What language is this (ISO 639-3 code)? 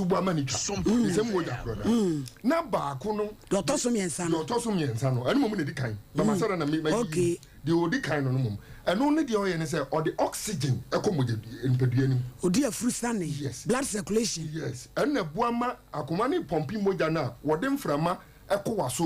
aka